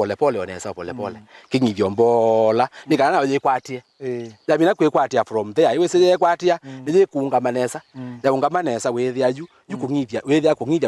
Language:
Kamba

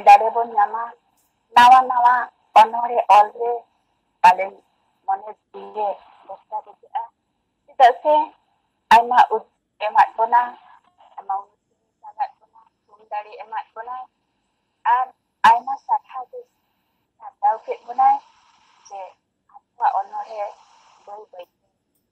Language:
Santali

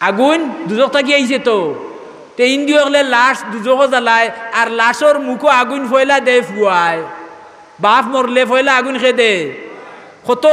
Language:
Sylheti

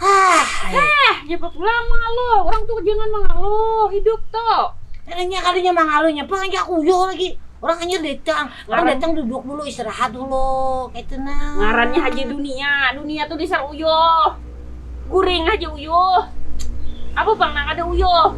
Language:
Banjar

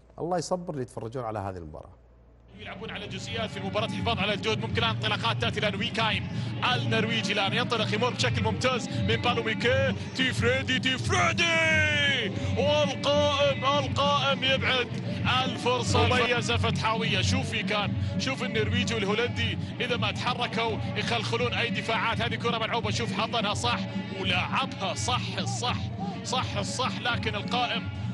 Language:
Arabic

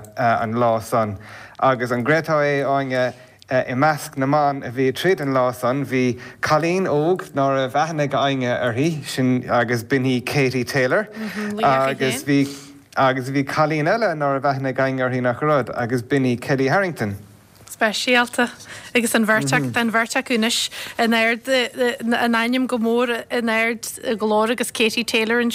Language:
Irish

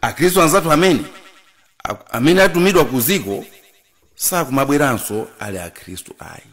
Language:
Nyanja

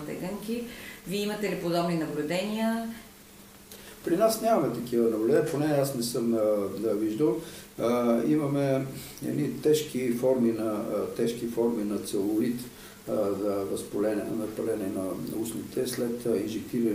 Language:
Bulgarian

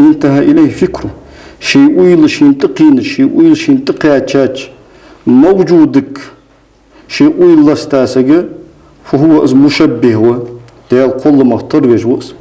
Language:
Ingush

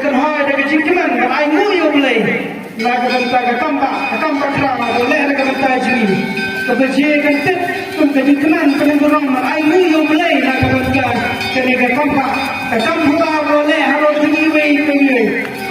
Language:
Khasi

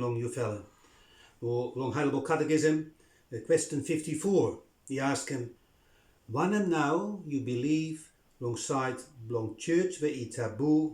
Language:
Bislama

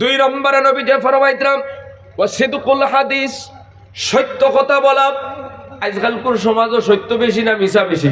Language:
Sylheti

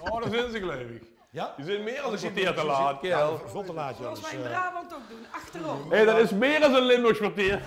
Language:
Limburgish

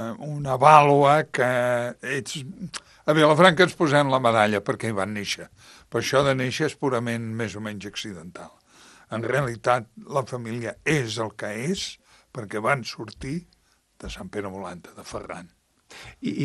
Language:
Catalan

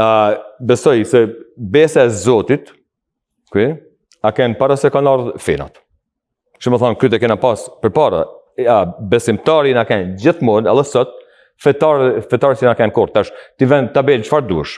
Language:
Albanian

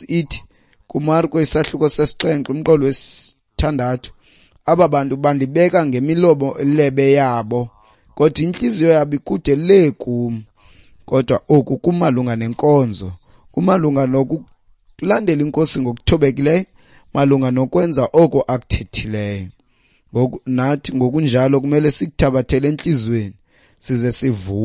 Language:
Xhosa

